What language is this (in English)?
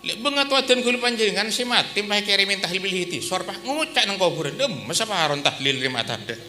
Madurese